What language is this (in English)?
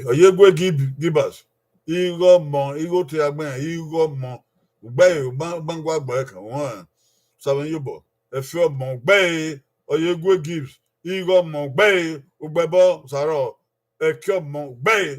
Bini